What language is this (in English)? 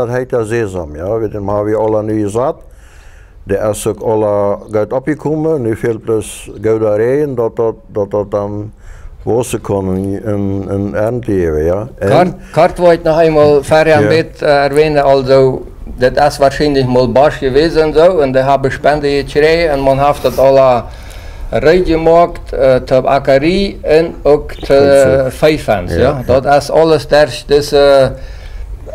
Plautdietsch